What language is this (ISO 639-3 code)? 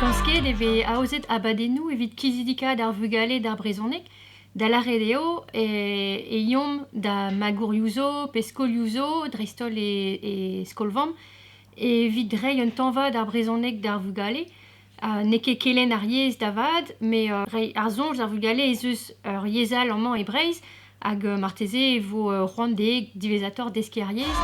bre